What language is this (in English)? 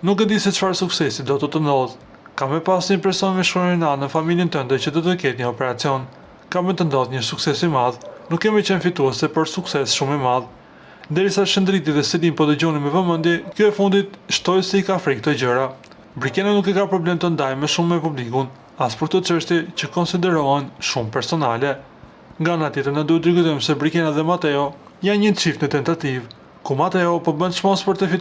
Albanian